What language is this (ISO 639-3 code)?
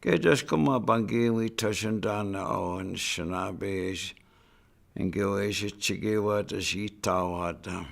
ciw